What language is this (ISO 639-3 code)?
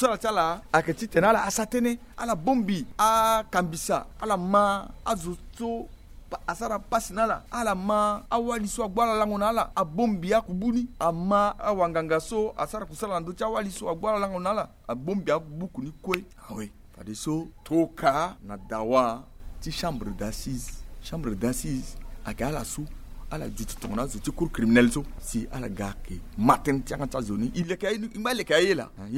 sag